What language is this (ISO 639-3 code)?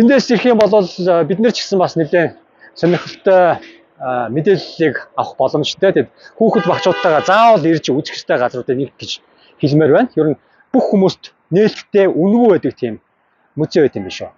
mon